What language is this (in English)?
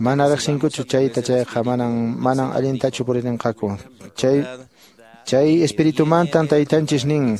Quechua